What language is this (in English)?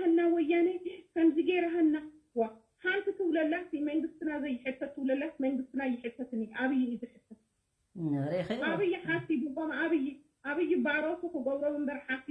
Tigrinya